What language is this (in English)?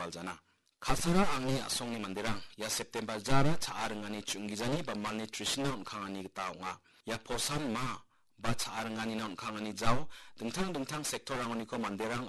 Garo